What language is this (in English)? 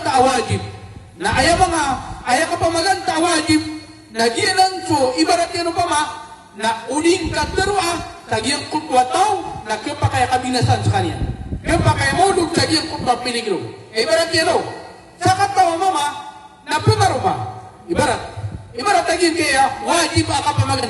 Maranao